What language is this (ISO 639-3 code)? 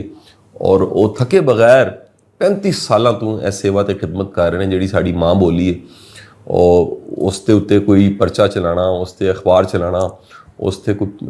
lah